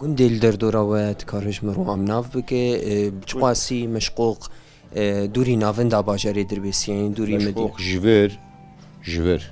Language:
Kurdish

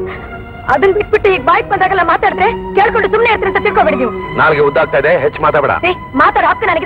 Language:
Kannada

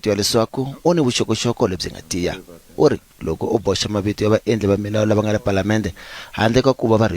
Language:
Tsonga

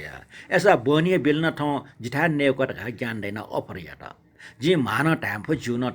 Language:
Newari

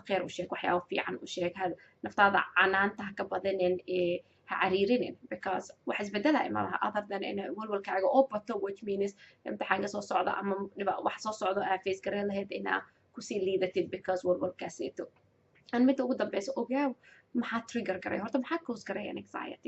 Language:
Somali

